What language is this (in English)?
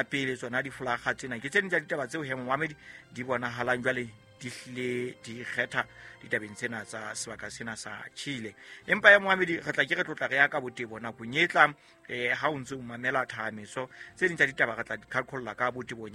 Southern Sotho